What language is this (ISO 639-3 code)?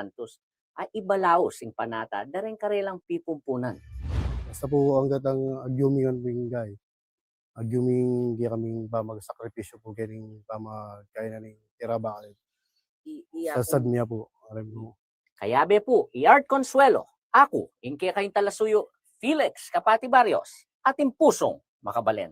pam